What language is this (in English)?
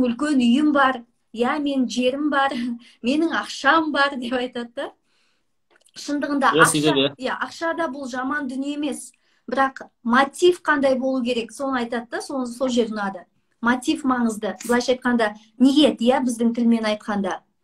Kazakh